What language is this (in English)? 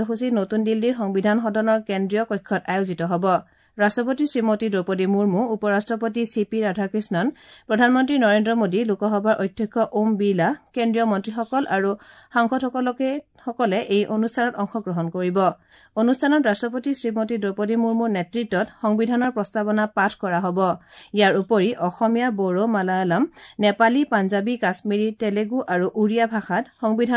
Assamese